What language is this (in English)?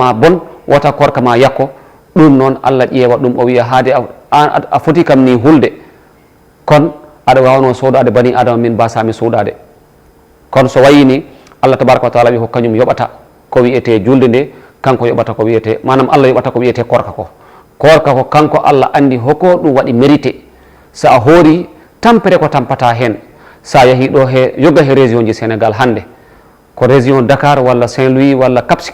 Fula